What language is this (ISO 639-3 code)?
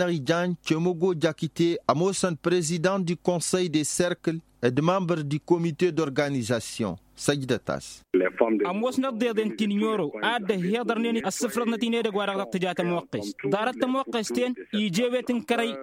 taq